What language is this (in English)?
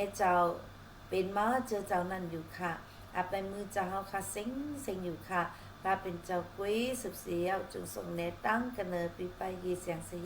Shan